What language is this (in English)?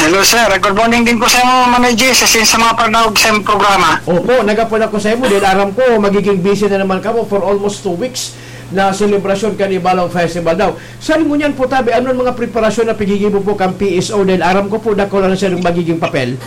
Bikol